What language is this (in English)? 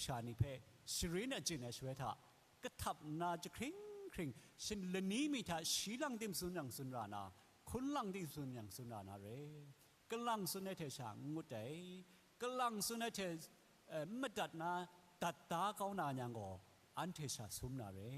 Kachin